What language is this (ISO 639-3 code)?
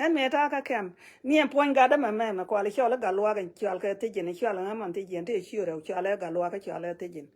nus